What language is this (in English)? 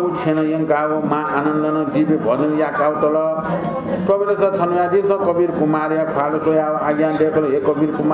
Newari